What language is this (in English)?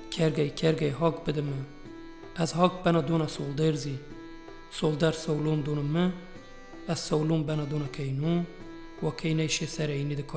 Zaza